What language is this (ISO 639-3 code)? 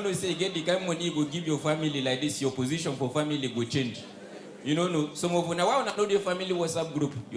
pcm